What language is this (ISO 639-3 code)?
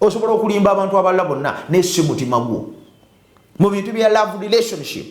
lug